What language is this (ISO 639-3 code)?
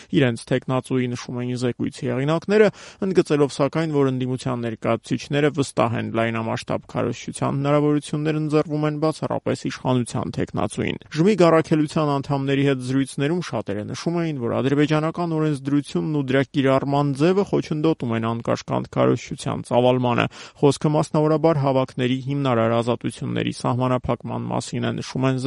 hye